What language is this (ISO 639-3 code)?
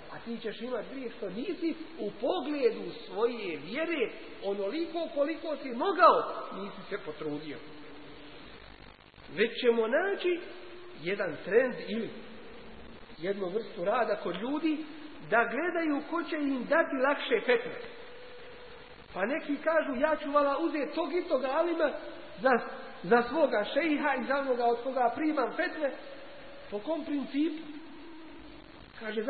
bos